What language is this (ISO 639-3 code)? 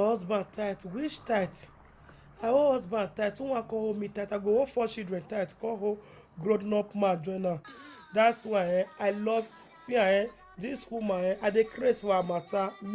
pcm